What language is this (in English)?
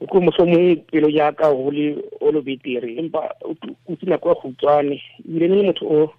Tswana